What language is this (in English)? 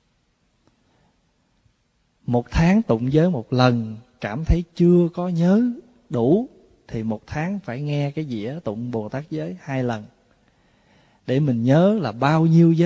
Vietnamese